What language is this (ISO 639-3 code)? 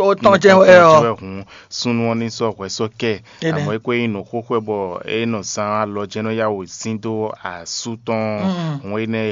fon